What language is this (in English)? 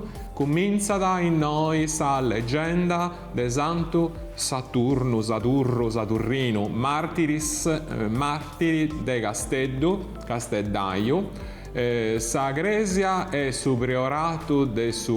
Sardinian